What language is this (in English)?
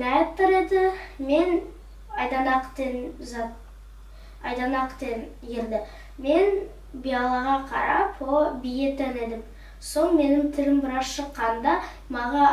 Nogai